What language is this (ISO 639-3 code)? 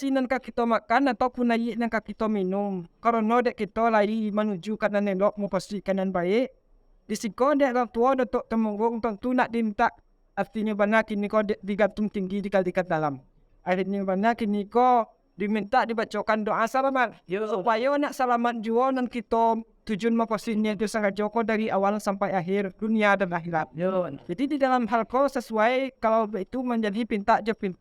min